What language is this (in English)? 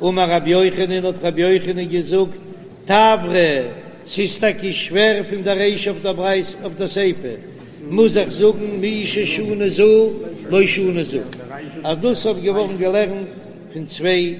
Yiddish